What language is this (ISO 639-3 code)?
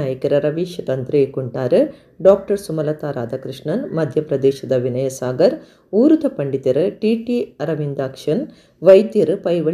tcy